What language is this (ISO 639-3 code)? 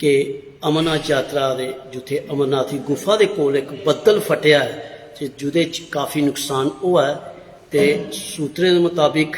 doi